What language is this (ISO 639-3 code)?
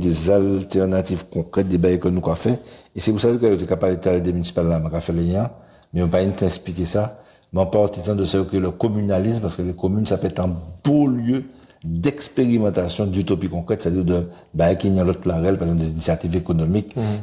gcf